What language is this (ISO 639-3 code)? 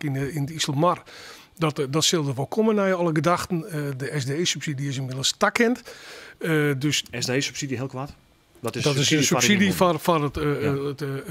fry